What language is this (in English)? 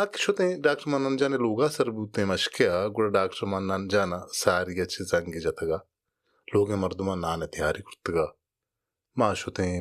Baluchi